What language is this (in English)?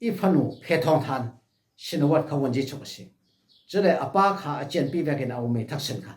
Falam Chin